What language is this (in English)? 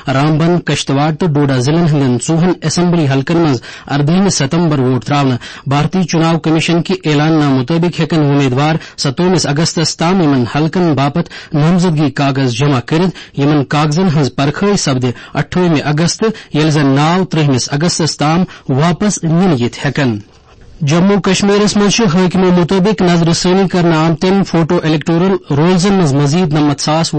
Kashmiri